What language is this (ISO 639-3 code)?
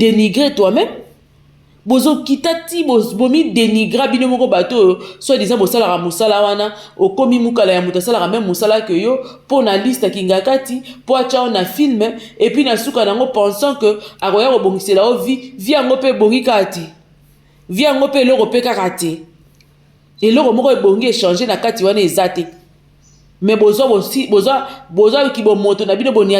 lin